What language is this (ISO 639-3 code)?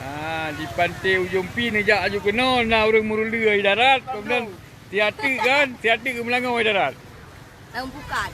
ace